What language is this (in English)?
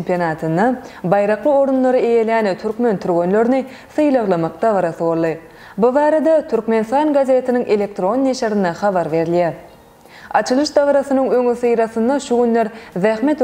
Turkmen